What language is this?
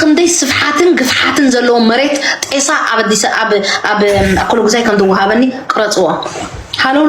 Tigrinya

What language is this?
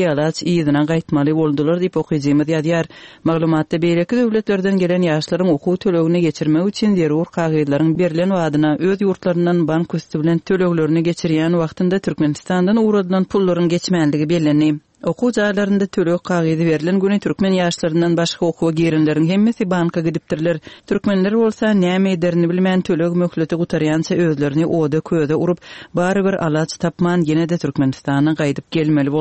Turkmen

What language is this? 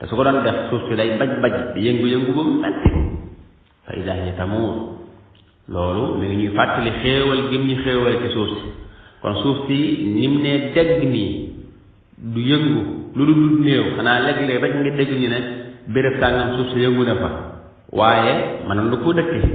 Wolof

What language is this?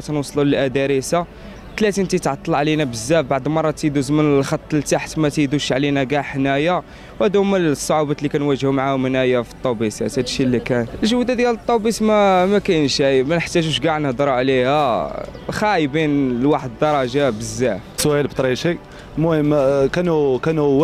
Moroccan Arabic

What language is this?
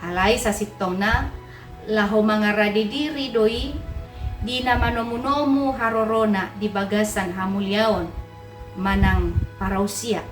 Batak Toba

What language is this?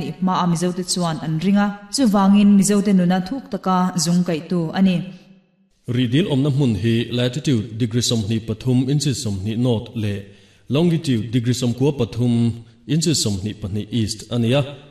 Mizo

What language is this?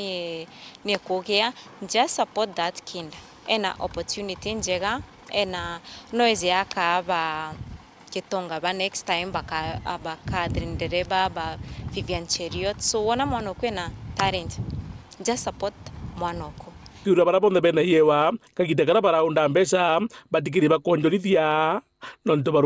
Meru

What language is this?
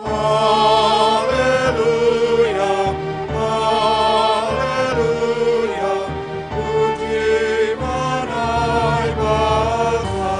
Batak Simalungun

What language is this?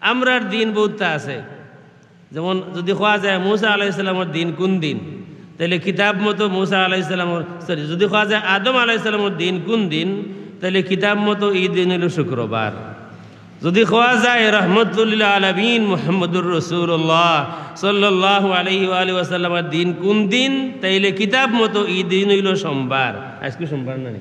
Sylheti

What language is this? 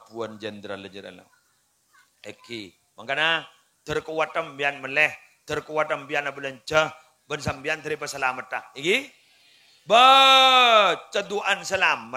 Madurese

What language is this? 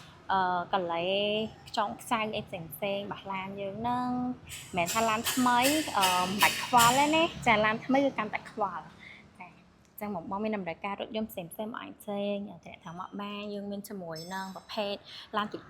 Khmer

